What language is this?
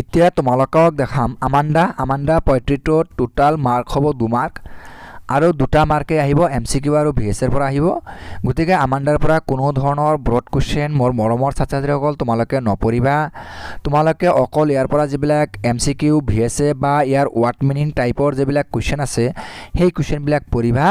Assamese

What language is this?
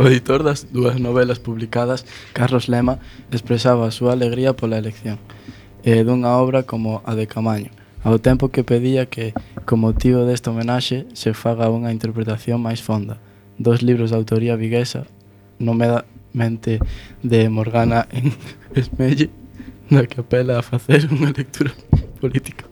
Galician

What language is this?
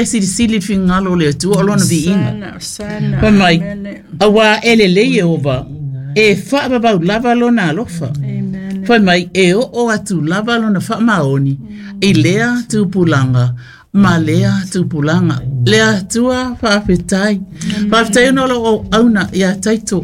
Samoan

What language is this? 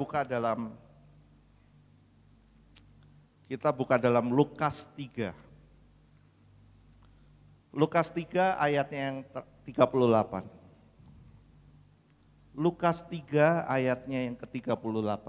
Indonesian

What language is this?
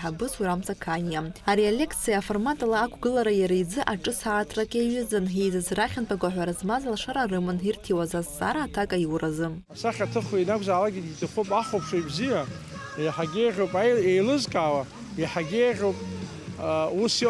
Abkhazian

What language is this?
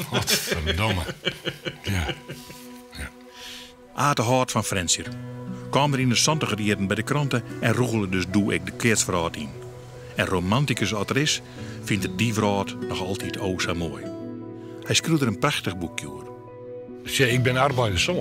Western Frisian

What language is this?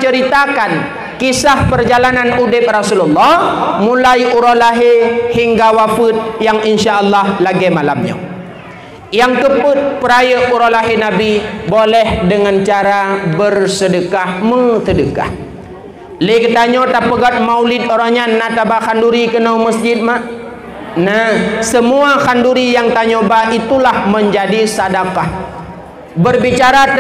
Achinese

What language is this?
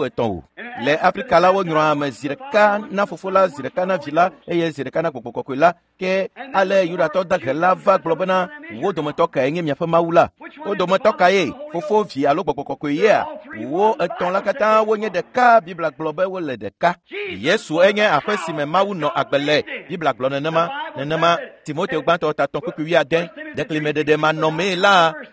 Ewe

